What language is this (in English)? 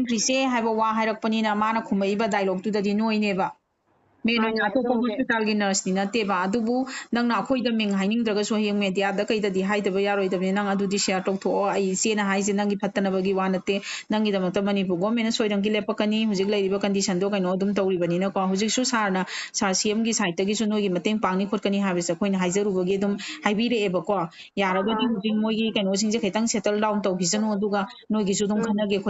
Manipuri